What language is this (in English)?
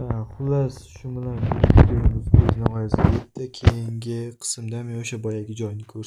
Uzbek